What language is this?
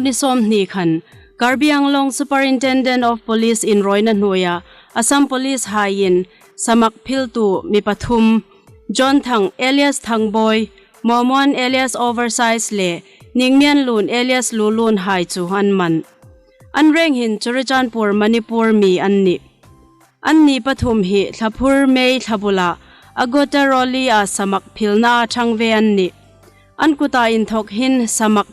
Hmar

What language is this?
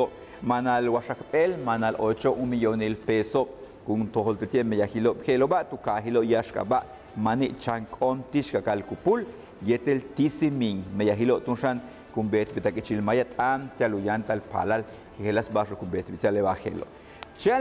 Yucateco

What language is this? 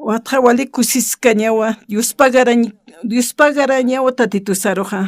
Aymara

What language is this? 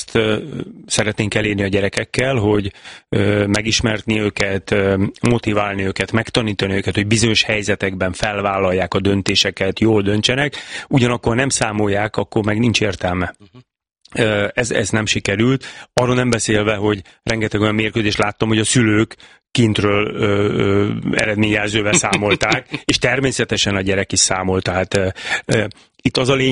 Hungarian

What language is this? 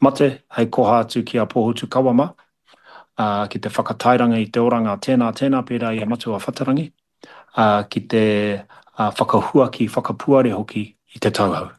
Māori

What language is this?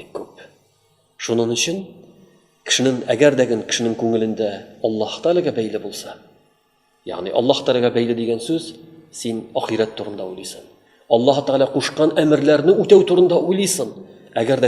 Tatar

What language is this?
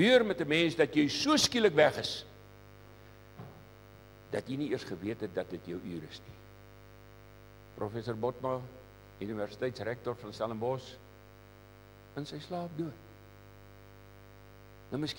Afrikaans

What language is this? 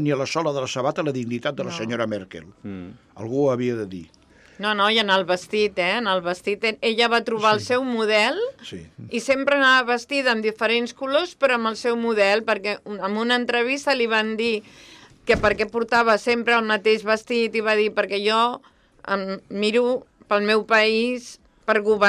Catalan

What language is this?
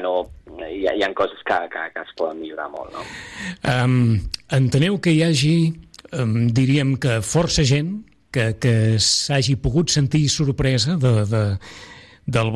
Catalan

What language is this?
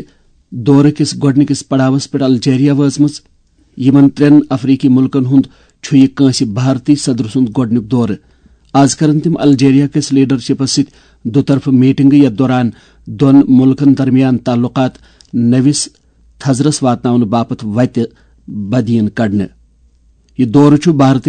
Kashmiri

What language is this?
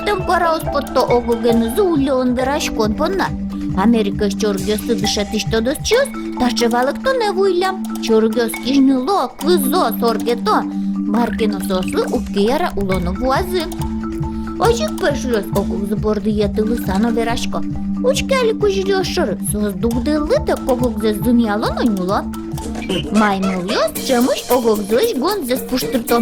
Udmurt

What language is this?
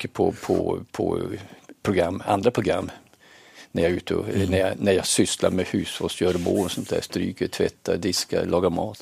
Swedish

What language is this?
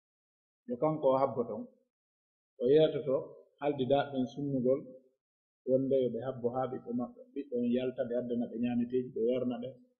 Pular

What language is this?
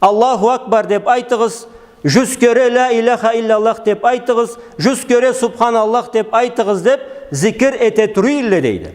Karachay-Balkar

